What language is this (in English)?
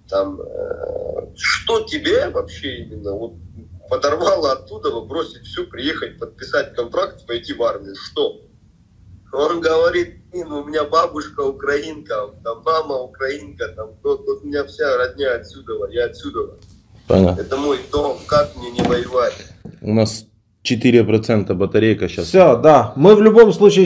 Russian